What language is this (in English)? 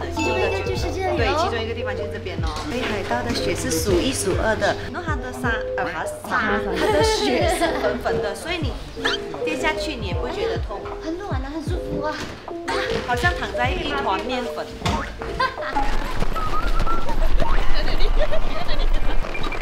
Chinese